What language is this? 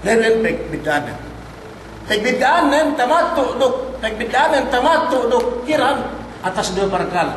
Yakan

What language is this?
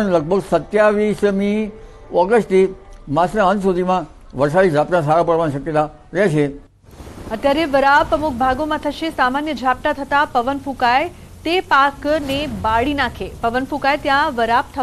Gujarati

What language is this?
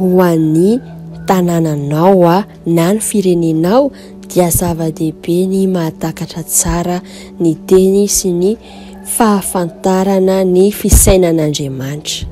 Malagasy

